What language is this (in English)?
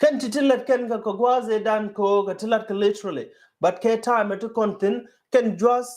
Nuer